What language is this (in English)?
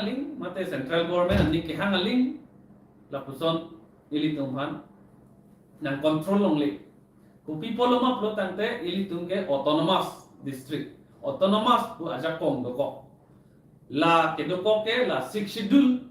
Karbi